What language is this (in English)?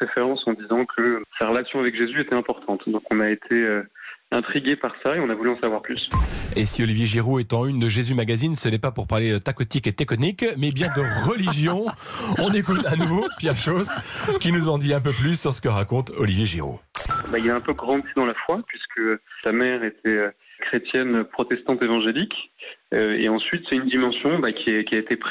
French